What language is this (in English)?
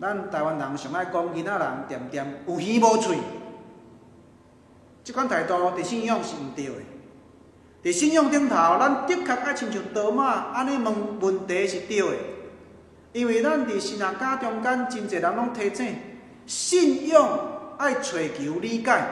Min Nan Chinese